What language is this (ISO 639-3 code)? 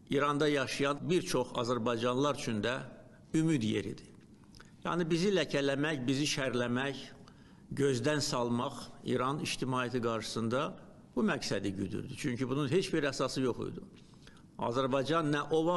aze